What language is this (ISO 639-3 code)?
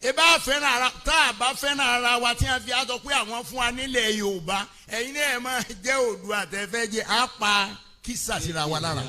yor